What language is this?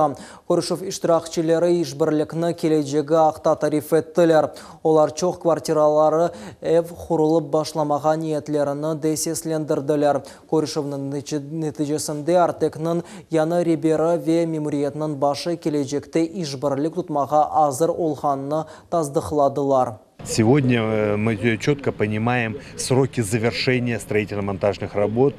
Crimean Tatar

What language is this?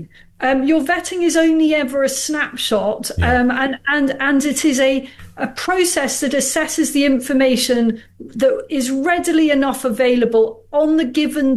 English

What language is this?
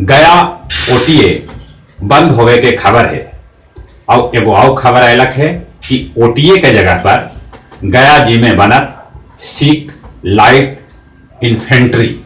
Magahi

